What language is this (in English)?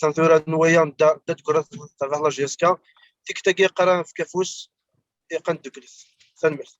Kabyle